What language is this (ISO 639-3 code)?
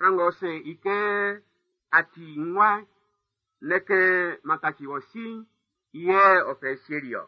bci